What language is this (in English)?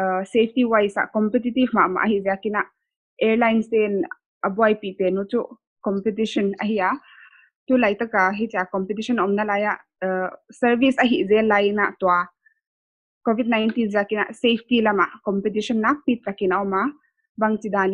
Paite Chin